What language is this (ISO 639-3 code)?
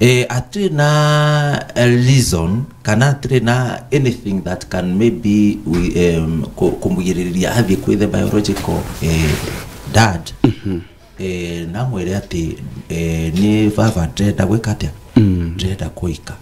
kik